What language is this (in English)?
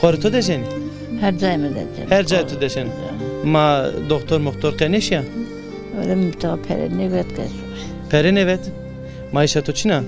Zaza